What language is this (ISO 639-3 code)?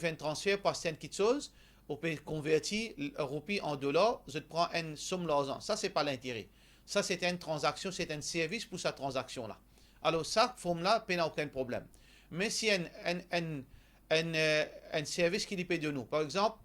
mfe